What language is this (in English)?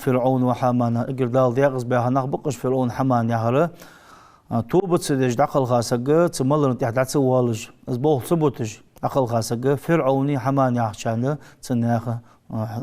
Ingush